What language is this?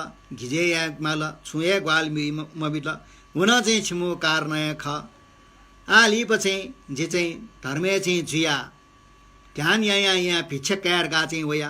Newari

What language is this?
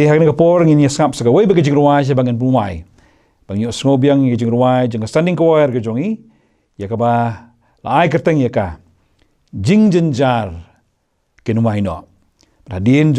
Khasi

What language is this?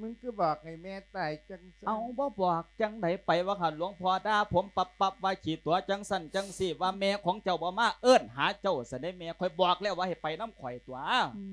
Lao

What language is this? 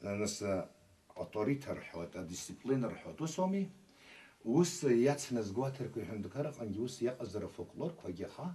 Abkhazian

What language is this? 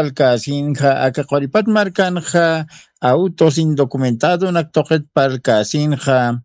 Aymara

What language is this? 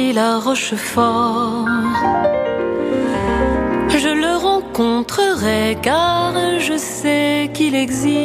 French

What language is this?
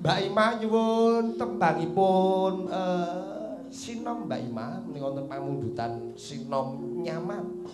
Javanese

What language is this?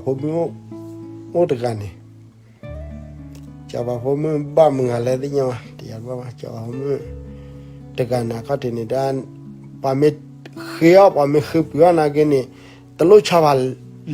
S'gaw Karen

